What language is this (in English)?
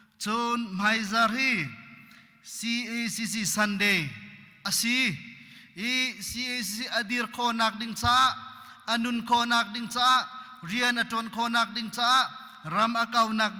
Hakha Chin